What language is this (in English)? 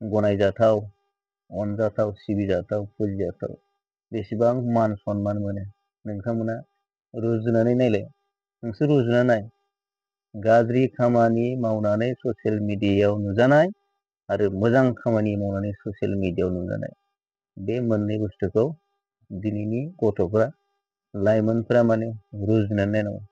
Bodo